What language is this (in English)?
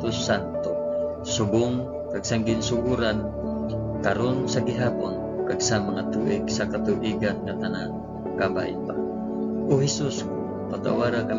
Hiligaynon